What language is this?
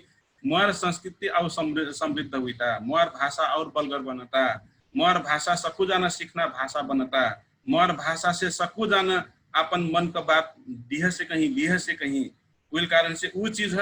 Dangaura Tharu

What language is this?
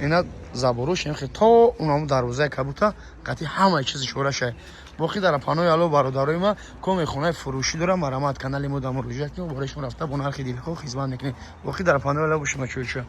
Tajik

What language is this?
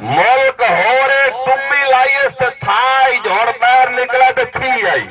Saraiki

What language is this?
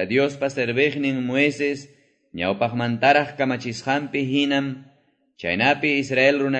Quechua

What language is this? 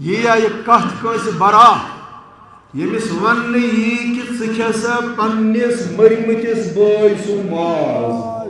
Kashmiri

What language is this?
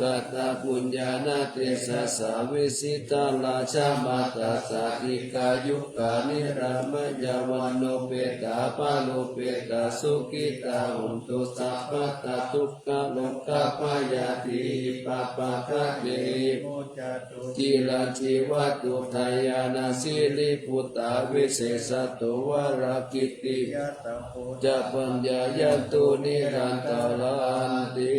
Pali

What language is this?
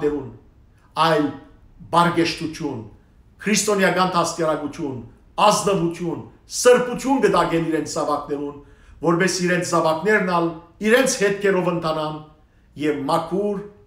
Western Armenian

